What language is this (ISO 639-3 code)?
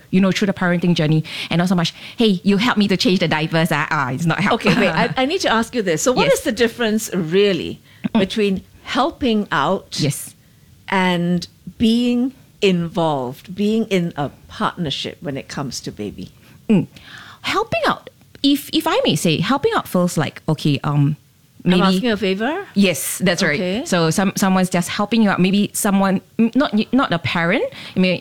eng